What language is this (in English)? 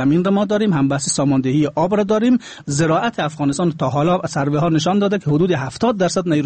Persian